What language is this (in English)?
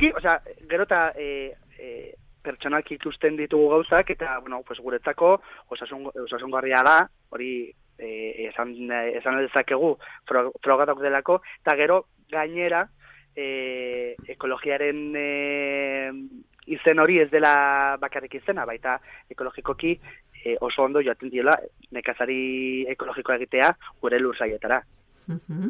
Basque